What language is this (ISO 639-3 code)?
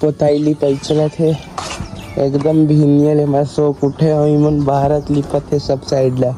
hne